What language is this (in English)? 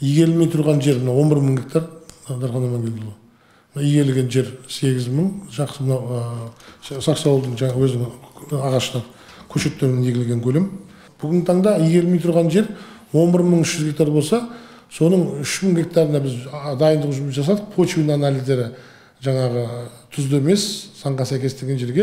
Kazakh